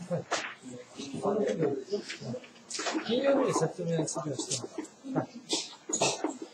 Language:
Japanese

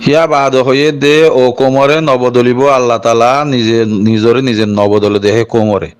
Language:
Rohingya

